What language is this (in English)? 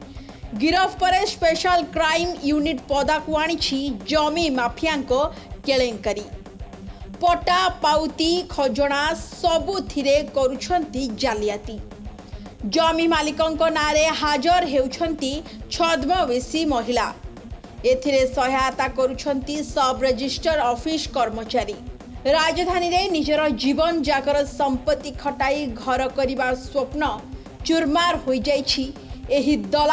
Odia